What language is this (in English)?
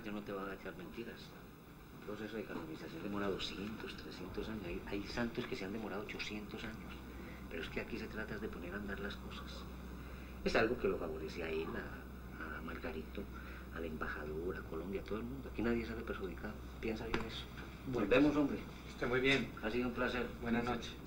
Spanish